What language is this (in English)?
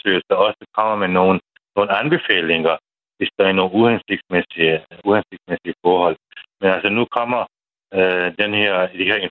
Danish